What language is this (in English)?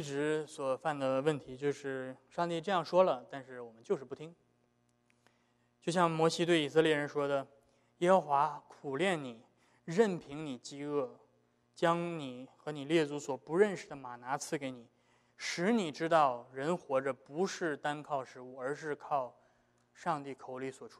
Chinese